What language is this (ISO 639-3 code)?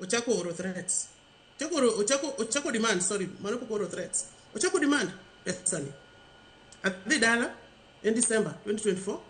luo